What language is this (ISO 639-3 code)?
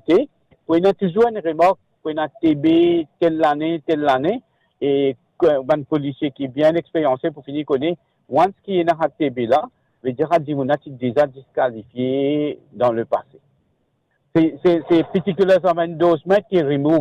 mfe